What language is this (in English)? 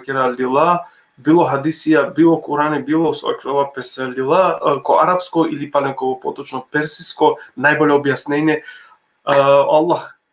Balkan Romani